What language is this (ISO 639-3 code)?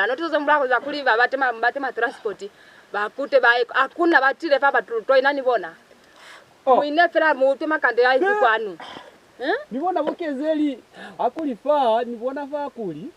loz